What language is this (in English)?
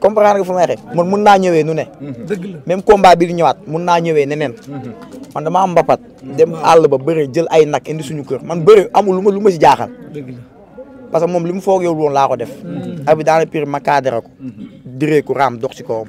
Wolof